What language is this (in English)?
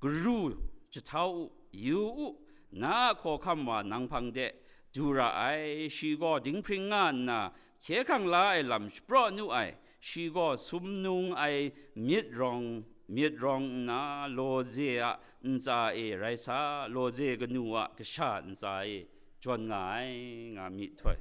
Kachin